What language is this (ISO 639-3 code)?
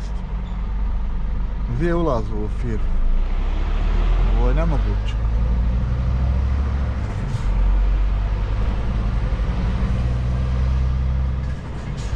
hrv